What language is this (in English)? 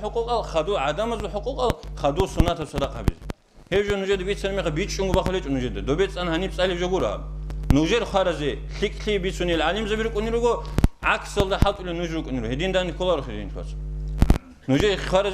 Avaric